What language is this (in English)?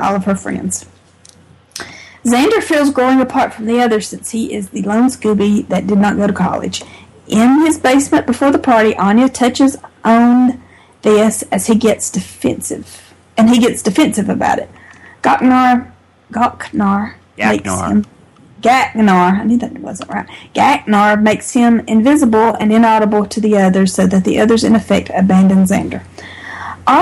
English